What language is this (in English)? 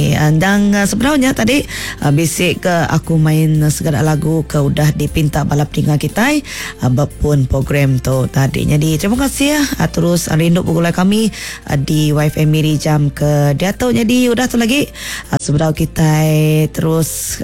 Iban